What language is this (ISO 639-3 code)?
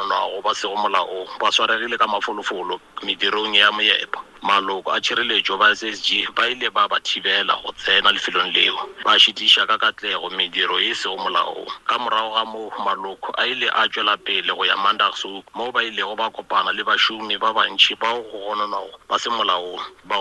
nso